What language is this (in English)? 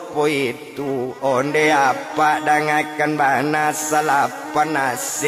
Minangkabau